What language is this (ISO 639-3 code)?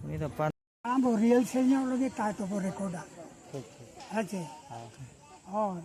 sat